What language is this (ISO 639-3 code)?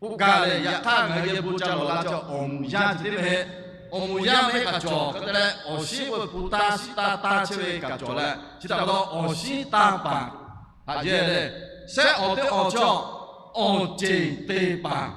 lhu